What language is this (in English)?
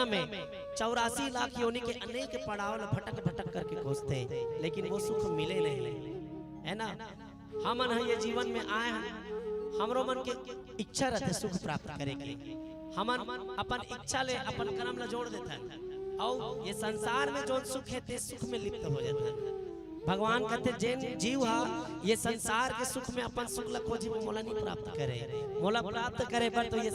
Chhattisgarhi